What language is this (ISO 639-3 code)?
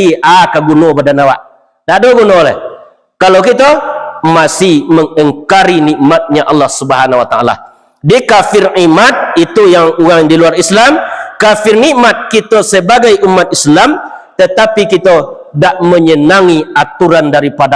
min